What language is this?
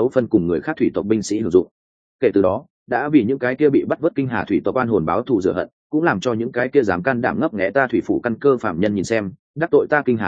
Vietnamese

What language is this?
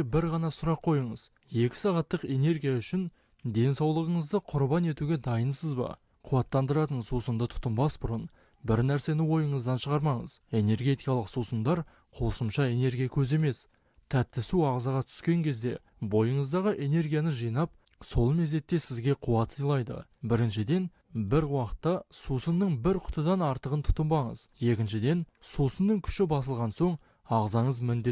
Kazakh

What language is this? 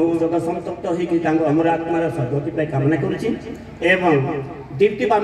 Odia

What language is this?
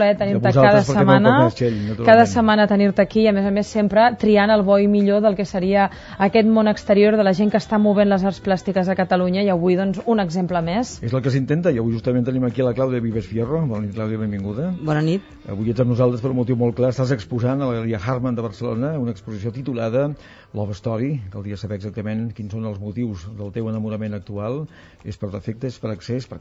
Catalan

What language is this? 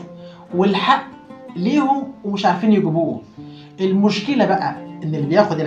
Egyptian Arabic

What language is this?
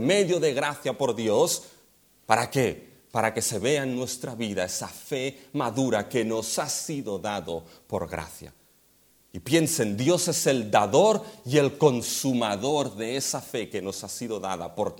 Spanish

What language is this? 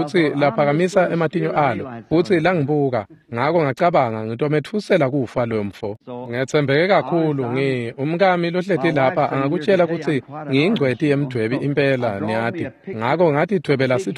Swati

